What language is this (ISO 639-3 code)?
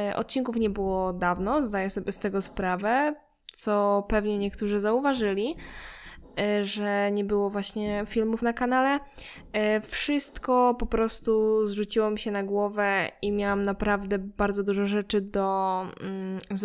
pol